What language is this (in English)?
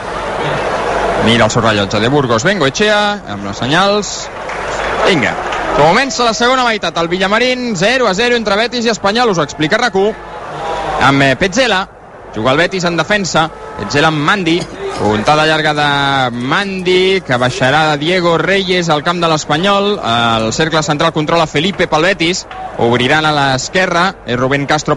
Catalan